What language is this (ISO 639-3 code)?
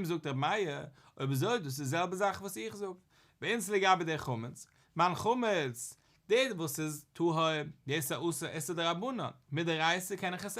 yid